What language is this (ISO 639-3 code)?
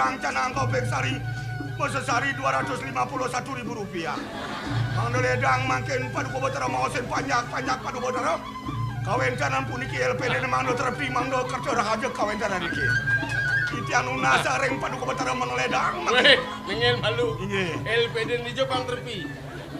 ban